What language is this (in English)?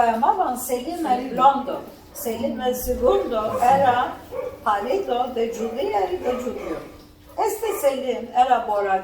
Ladino